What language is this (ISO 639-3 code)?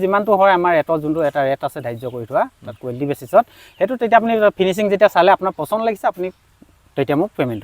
asm